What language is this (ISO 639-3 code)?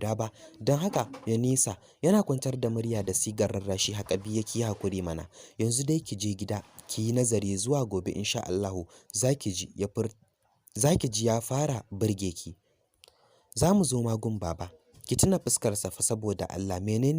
hau